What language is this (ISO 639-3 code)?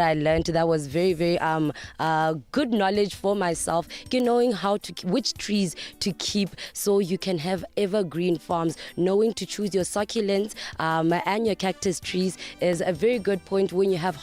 tsn